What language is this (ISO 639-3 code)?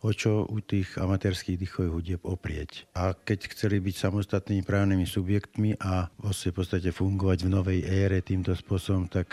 slk